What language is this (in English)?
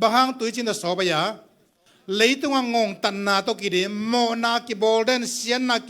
Tedim Chin